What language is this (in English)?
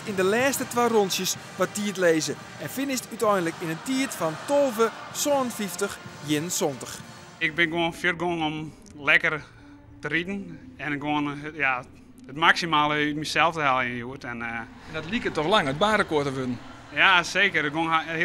Western Frisian